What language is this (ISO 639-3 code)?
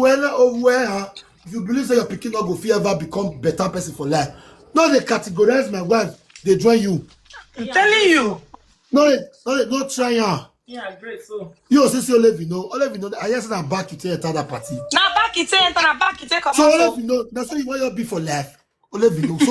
pcm